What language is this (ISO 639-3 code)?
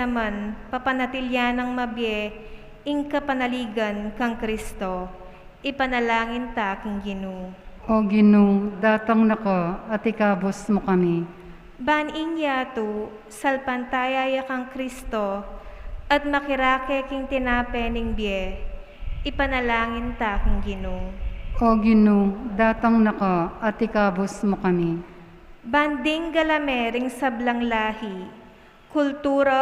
pam